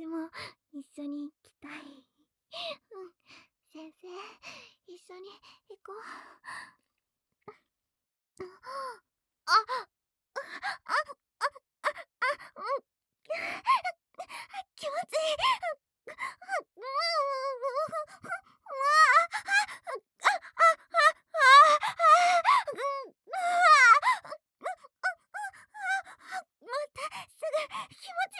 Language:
Japanese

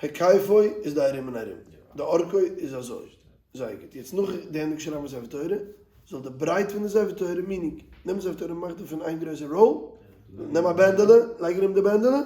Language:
Yiddish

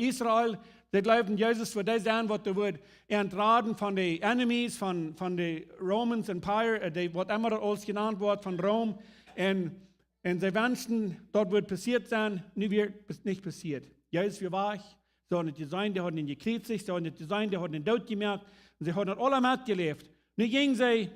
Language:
Plautdietsch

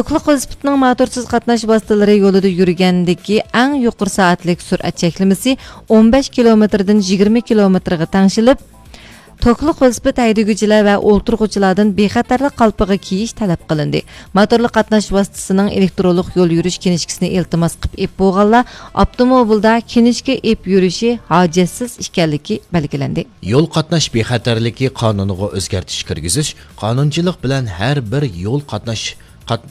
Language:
Uyghur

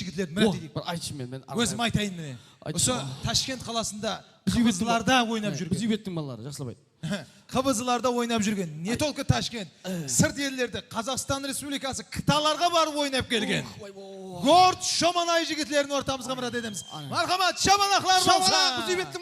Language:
Kara-Kalpak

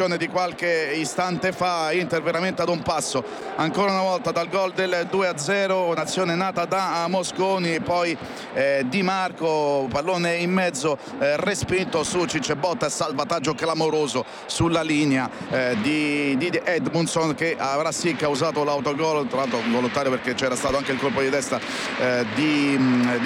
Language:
Italian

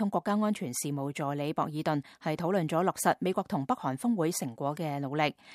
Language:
Cantonese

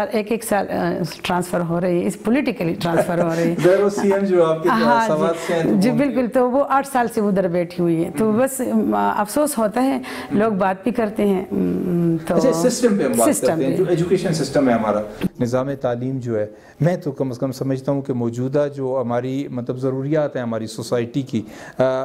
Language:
Urdu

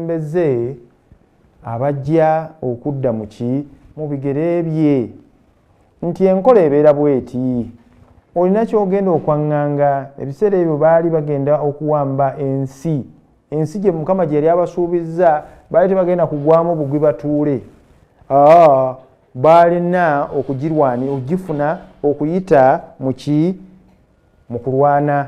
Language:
Ganda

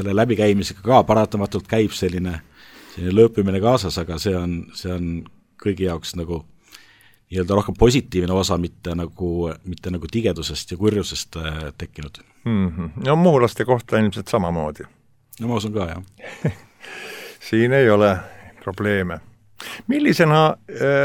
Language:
Estonian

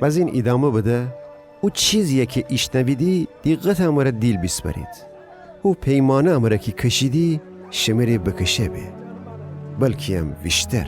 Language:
Gilaki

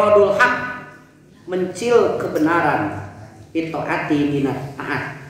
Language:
Sundanese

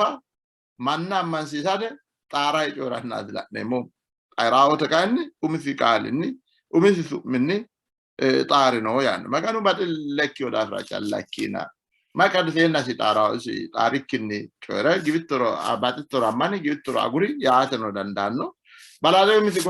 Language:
Sidamo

